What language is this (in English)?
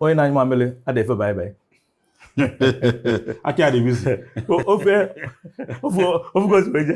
Igbo